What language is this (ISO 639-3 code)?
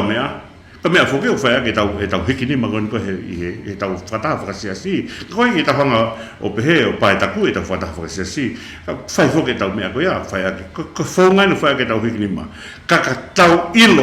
ton